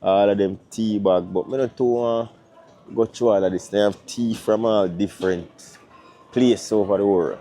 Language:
Jamaican Creole English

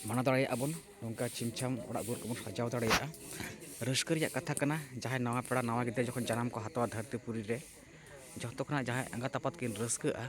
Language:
Santali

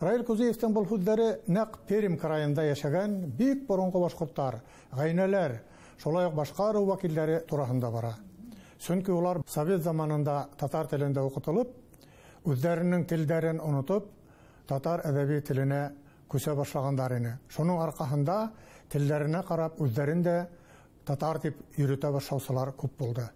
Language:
Bashkir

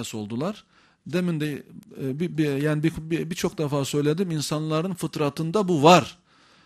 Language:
Turkish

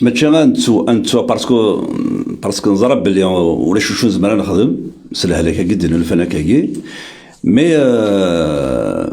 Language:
Kabyle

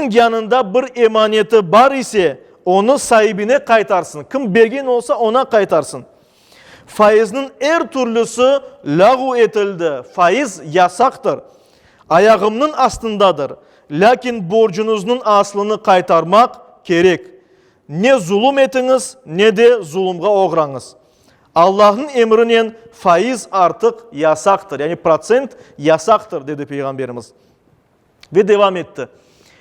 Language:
Crimean Tatar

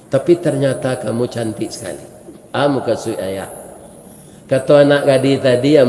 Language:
Minangkabau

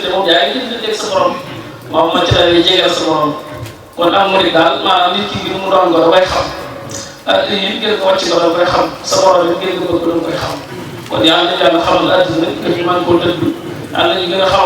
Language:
Wolof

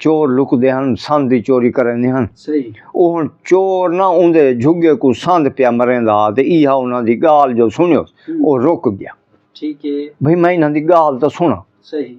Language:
Saraiki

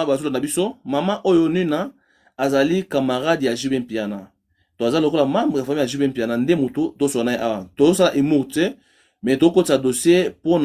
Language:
Lingala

